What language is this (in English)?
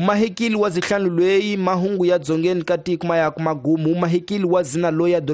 Tsonga